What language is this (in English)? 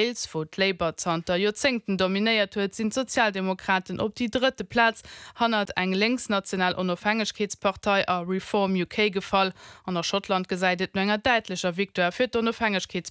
Luxembourgish